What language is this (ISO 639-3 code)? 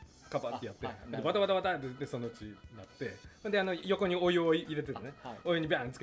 jpn